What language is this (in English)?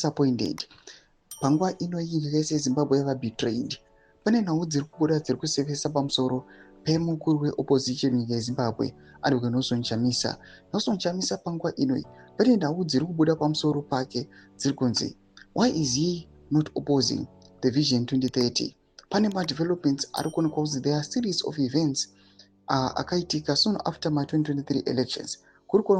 Shona